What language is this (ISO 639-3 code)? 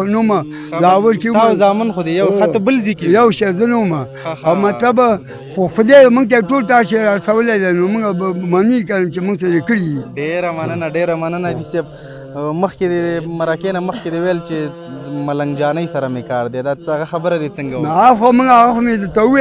pus